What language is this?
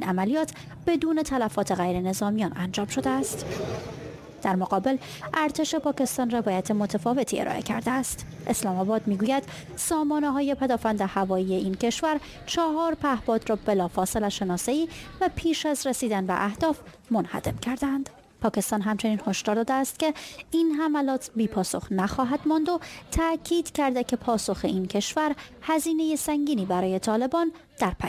Persian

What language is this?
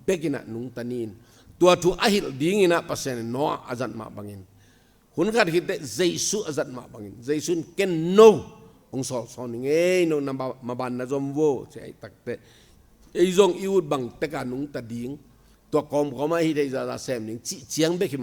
Tedim Chin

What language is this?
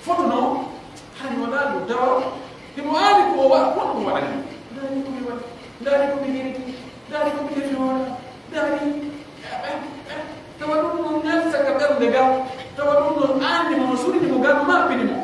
Pular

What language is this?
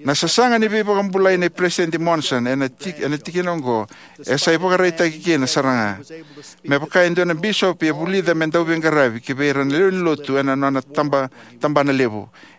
Fijian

